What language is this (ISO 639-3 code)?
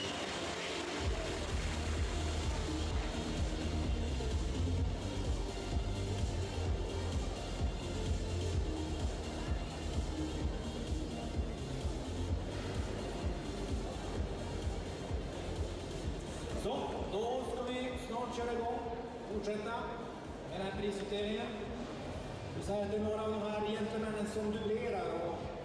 swe